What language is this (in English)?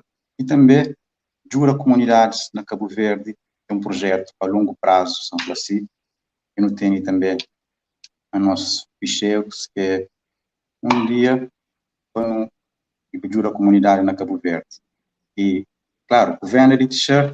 Kabuverdianu